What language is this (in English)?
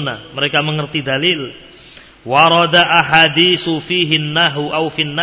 Indonesian